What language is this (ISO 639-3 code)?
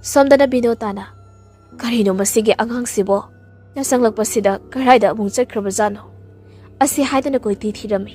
mni